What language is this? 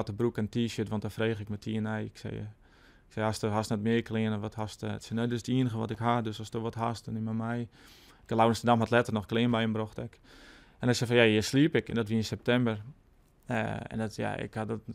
Western Frisian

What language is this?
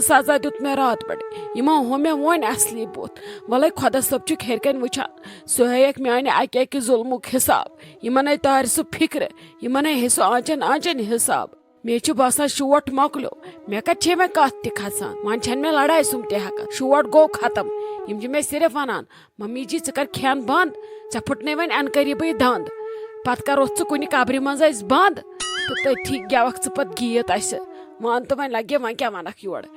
Kashmiri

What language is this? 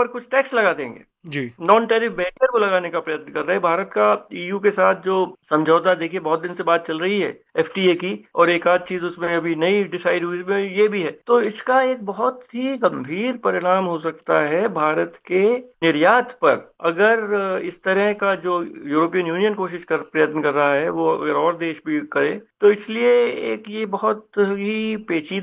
Hindi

